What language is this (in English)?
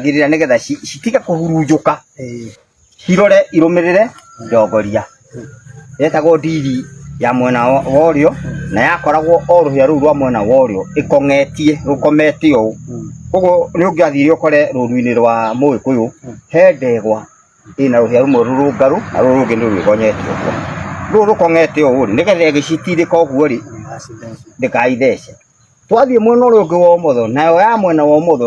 Kikuyu